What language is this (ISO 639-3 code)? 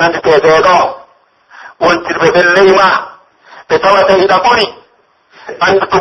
fuf